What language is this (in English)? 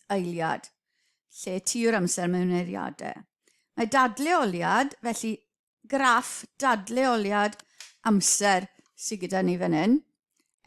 Welsh